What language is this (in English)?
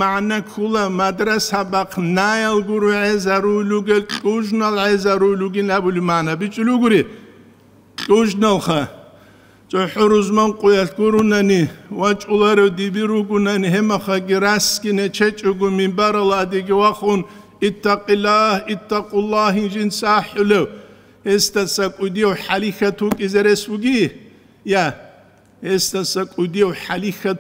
Avaric